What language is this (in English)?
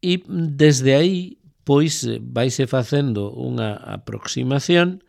Galician